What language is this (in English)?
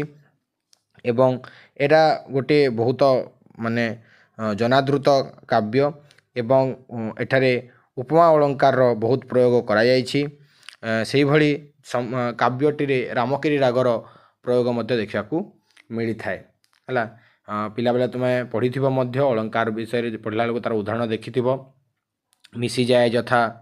Odia